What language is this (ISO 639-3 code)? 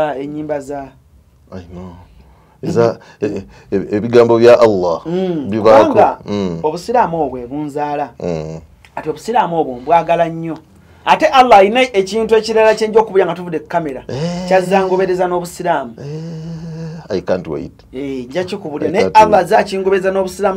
lug